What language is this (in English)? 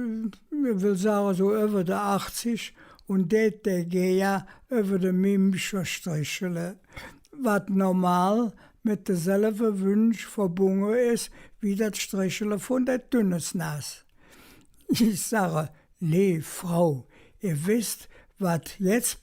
Colognian